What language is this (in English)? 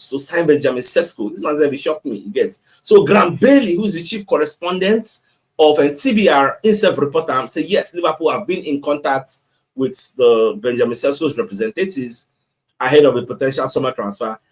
Nigerian Pidgin